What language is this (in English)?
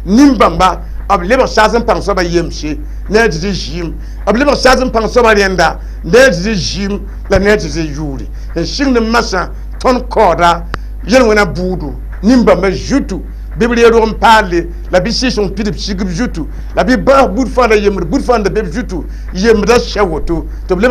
Mossi